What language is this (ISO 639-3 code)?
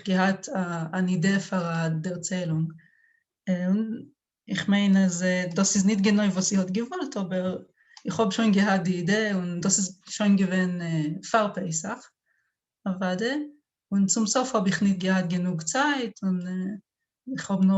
yid